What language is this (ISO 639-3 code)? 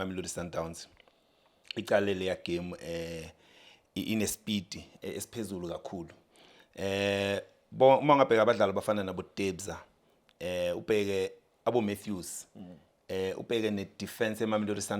zul